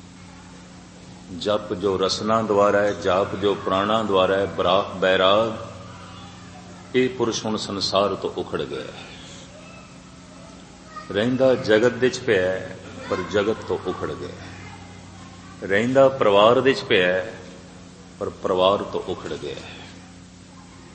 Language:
Punjabi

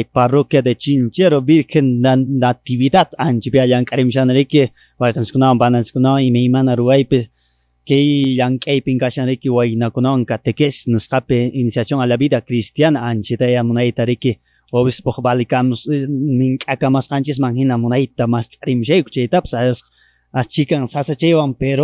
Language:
Quechua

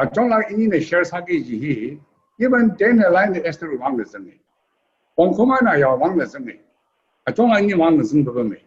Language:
Tangkhul Naga (India)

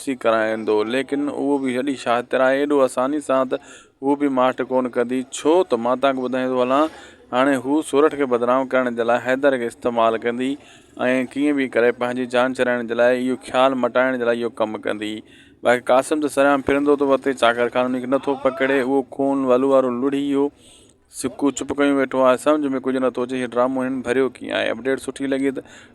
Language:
Sindhi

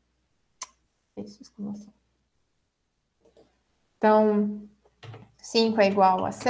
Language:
Portuguese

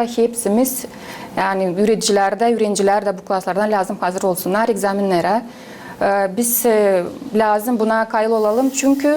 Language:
Gagauz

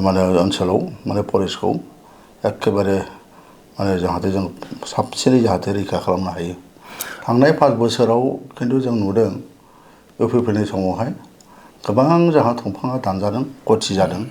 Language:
Bodo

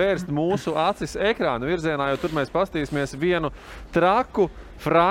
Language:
Latvian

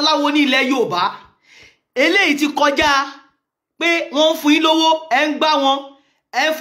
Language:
Yoruba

